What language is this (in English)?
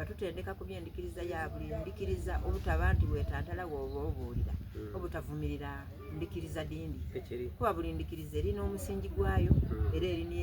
Soga